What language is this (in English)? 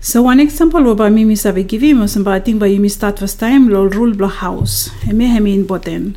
Bislama